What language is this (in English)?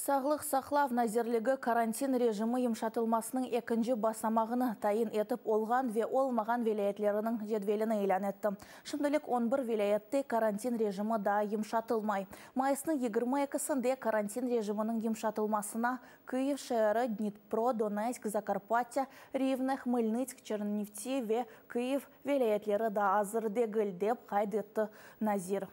Crimean Tatar